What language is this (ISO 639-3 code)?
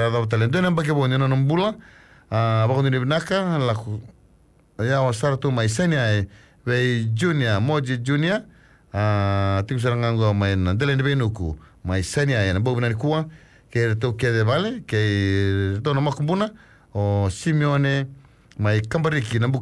fij